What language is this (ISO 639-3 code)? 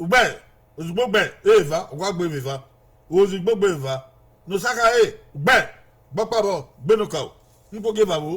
bin